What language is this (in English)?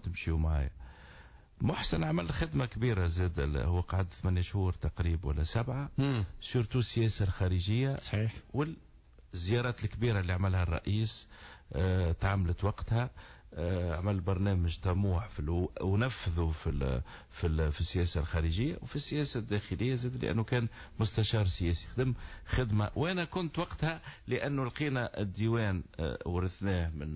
Tunisian Arabic